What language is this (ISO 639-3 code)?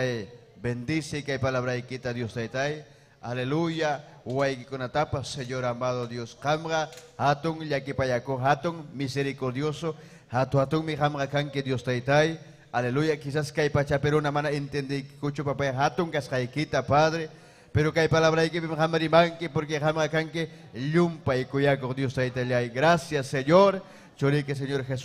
quy